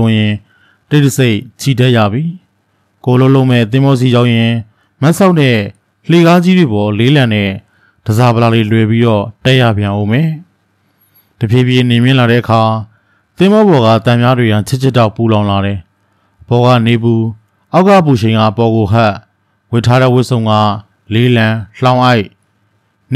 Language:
Burmese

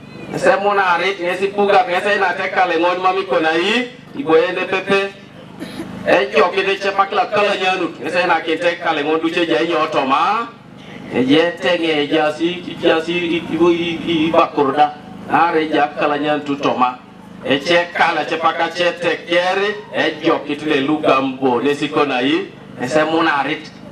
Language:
Teso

